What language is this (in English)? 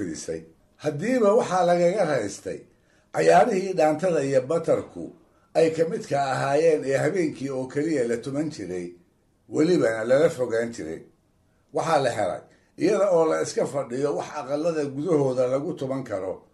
Somali